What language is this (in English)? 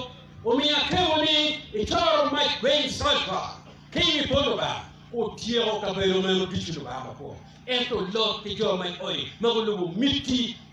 Acoli